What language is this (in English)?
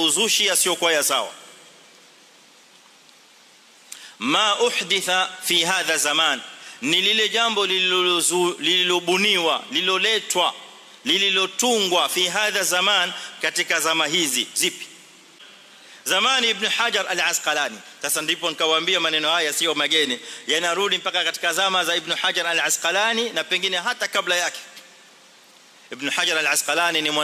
Swahili